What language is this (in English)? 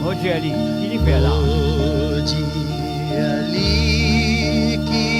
Morisyen